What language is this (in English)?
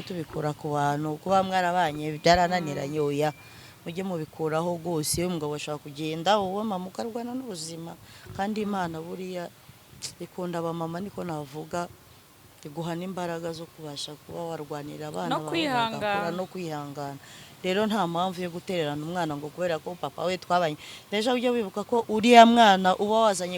Kinyarwanda